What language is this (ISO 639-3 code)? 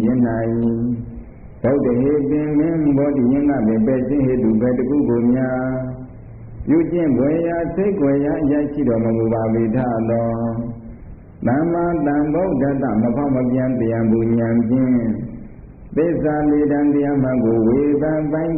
mya